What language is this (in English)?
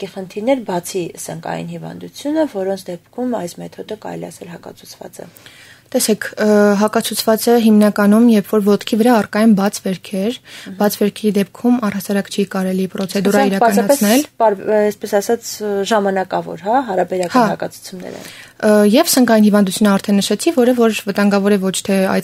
Armenian